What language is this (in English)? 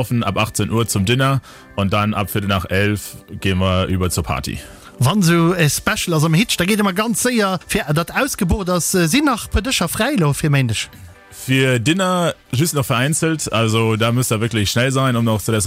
Luxembourgish